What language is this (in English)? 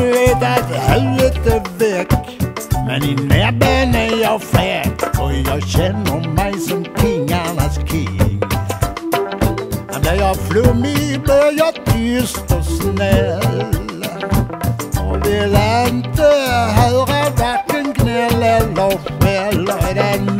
Swedish